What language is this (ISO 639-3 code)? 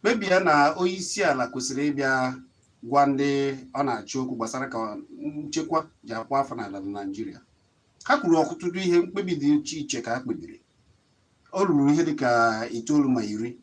ibo